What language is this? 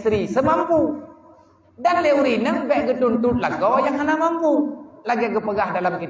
Achinese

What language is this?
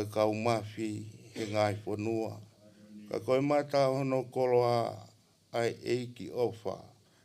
Tongan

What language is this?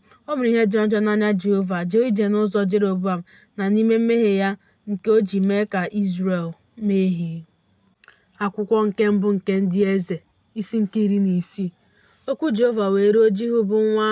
Igbo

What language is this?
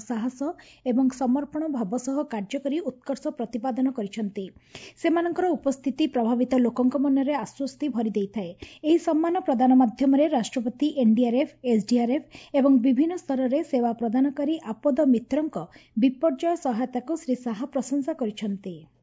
Odia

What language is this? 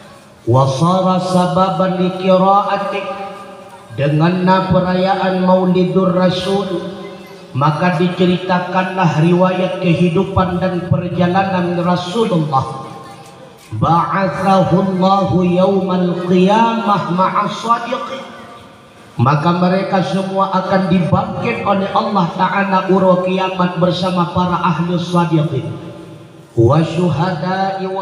Achinese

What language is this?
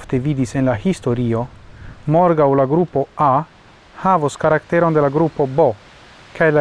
Esperanto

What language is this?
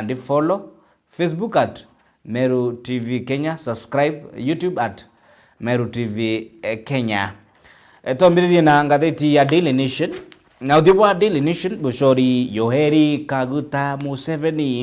Meru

